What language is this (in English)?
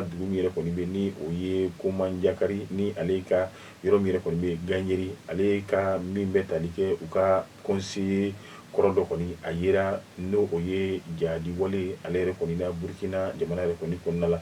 Bambara